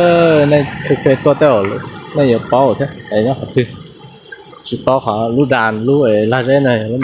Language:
Hmong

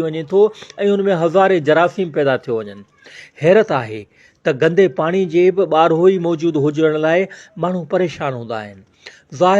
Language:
Sindhi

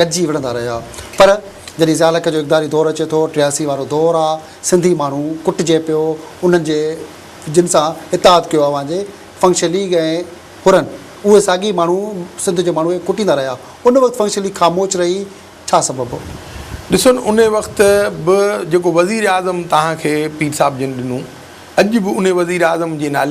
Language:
Sindhi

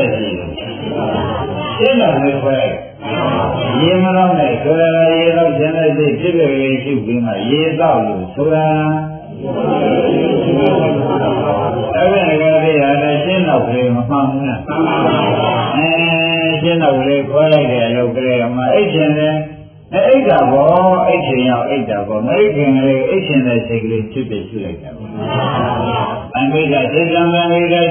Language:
Burmese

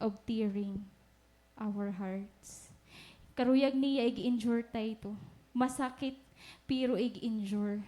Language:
Waray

